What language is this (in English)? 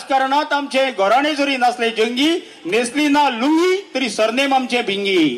Konkani